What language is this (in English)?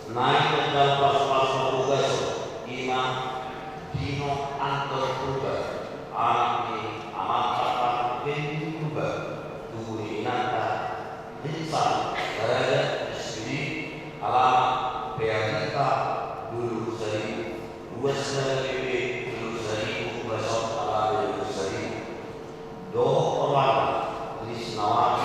Batak Toba